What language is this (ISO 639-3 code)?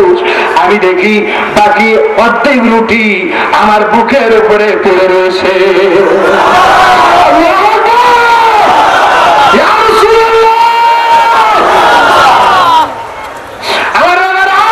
ben